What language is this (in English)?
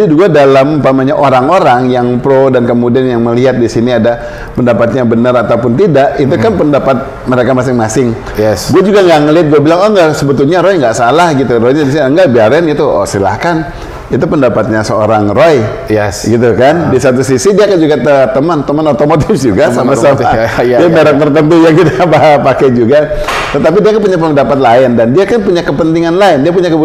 Indonesian